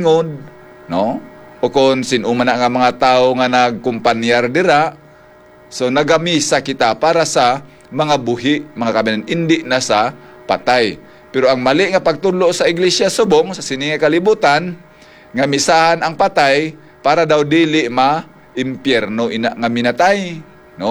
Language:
Hiligaynon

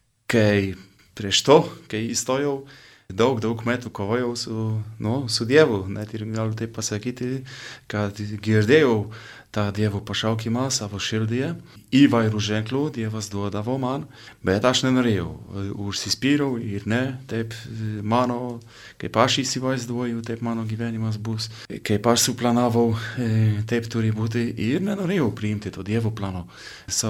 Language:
Lithuanian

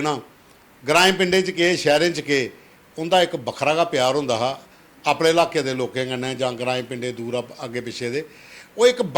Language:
Dogri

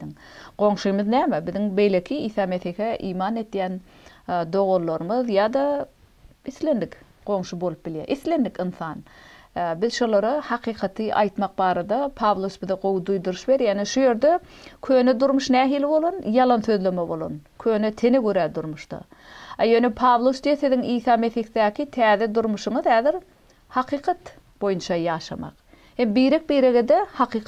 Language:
Turkmen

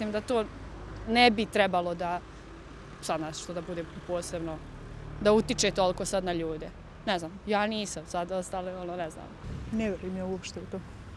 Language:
Bosnian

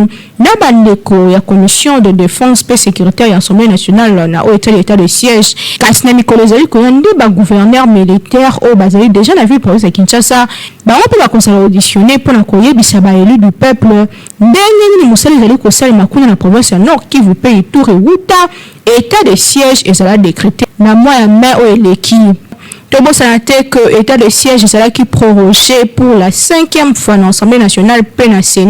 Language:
Lingala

